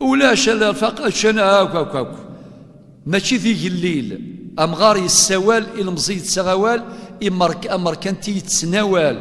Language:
Kabyle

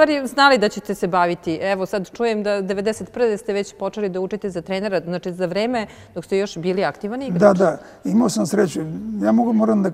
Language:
Serbian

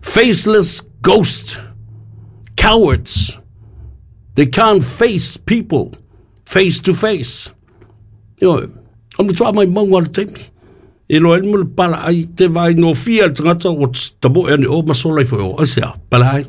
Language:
Samoan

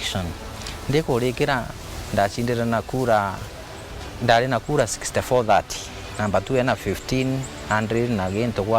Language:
Meru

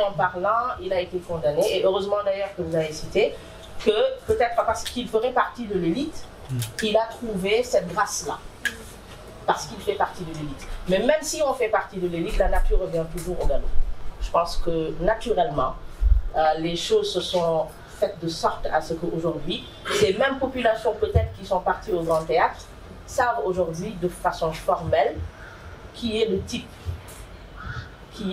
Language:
French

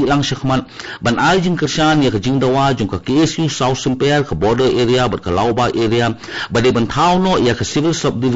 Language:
Khasi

